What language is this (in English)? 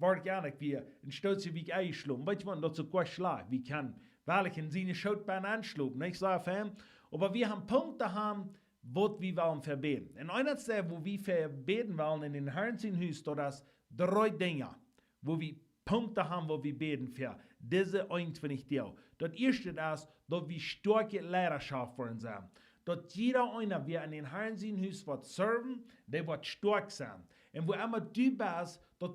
Plautdietsch